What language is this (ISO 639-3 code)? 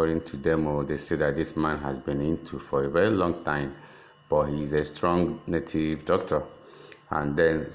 ibo